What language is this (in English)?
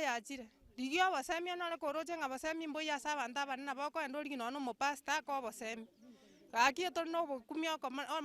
Gusii